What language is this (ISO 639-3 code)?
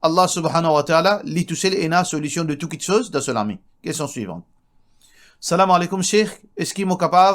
mfe